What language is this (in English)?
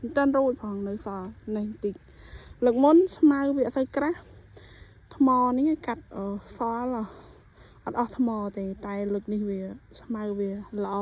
Khmer